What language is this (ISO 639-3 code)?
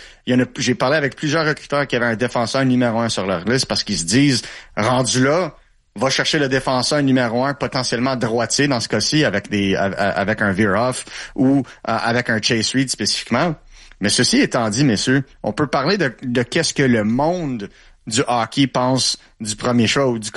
fra